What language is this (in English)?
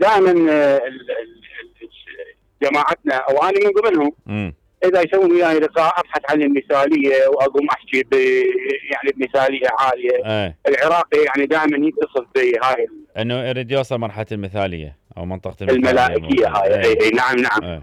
Mesopotamian Arabic